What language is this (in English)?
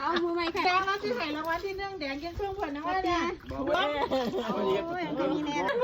Lao